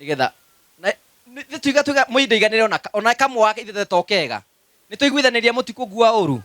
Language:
Kikuyu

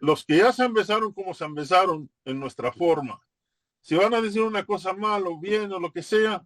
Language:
Ladino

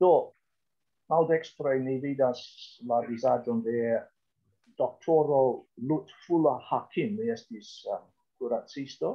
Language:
Esperanto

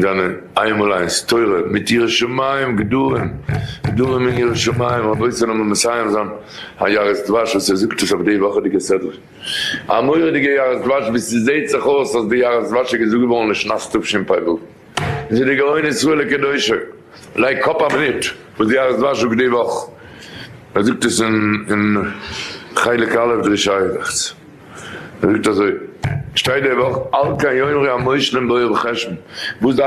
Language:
Yiddish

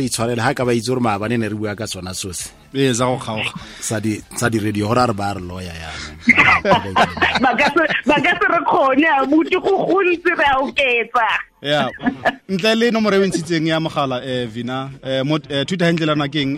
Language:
Tswana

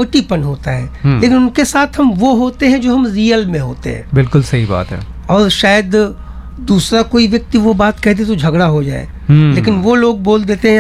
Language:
Hindi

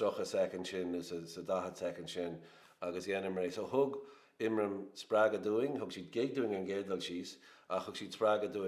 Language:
Irish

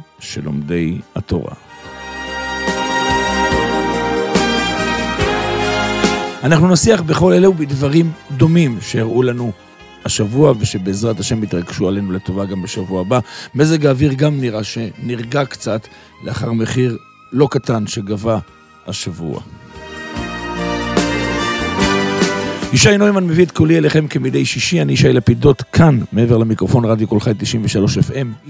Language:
Hebrew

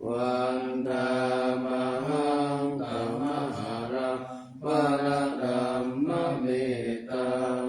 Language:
Pali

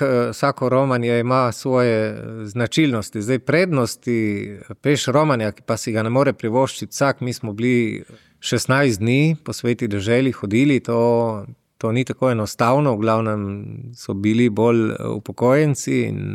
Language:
Slovenian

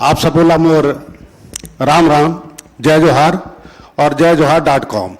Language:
Chhattisgarhi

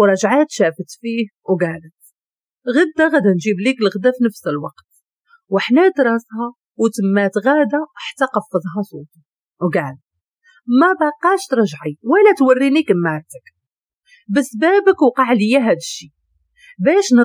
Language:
Moroccan Arabic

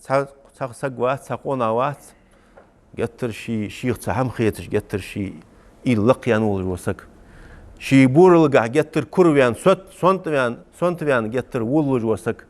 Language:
Ingush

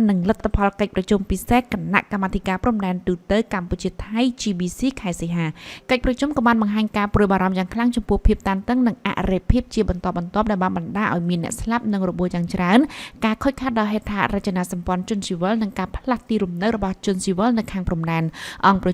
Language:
Khmer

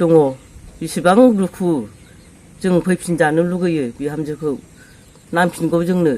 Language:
Bodo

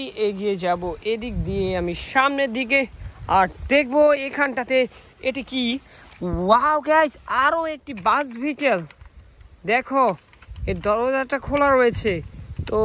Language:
Bangla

